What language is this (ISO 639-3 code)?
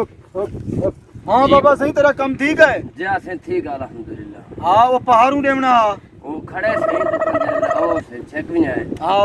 skr